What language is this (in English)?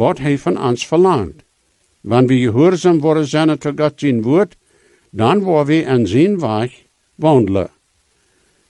Plautdietsch